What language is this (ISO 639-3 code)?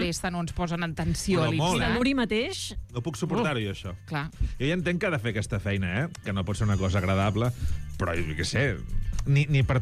cat